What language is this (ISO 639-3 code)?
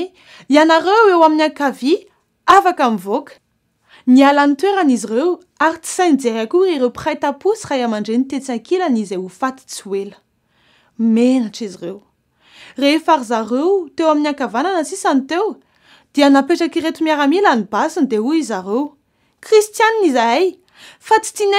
mlg